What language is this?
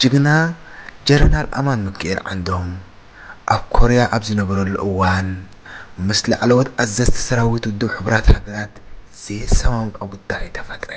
Tigrinya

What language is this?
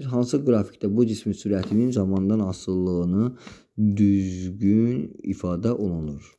Azerbaijani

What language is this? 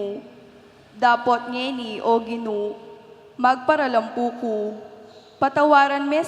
Pampanga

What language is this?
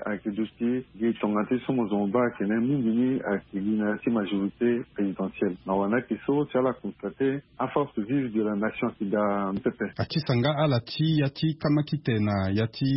Sango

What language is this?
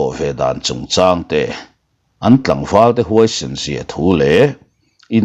Mizo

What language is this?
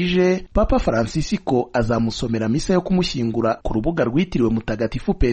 Kinyarwanda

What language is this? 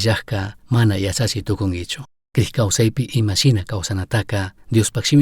Chimborazo Highland Quichua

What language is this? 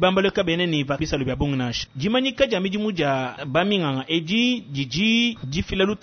Luba-Lulua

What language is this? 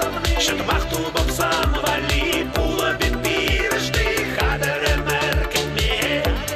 Chuvash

